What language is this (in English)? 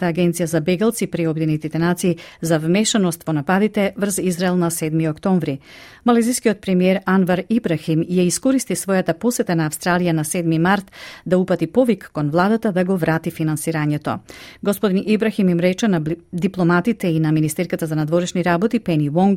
Macedonian